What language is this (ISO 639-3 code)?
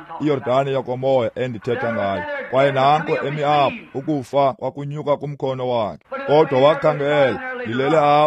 xho